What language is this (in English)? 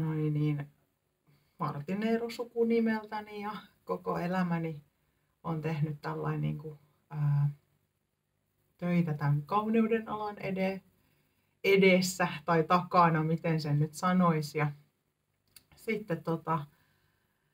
Finnish